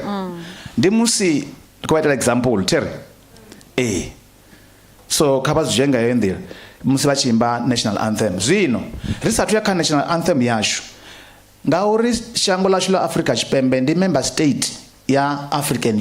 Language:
Venda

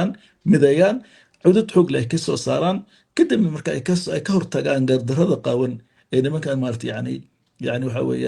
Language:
Somali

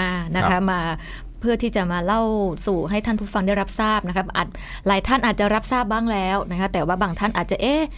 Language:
Thai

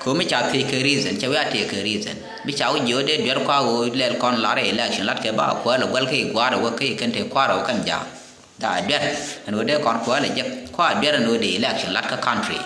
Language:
Nuer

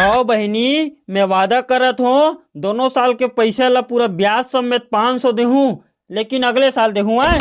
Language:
Chhattisgarhi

